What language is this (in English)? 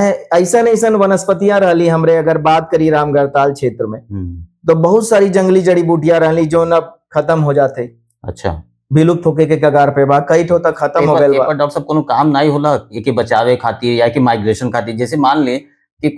Bhojpuri